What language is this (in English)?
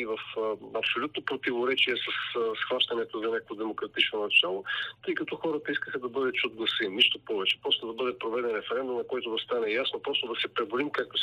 Bulgarian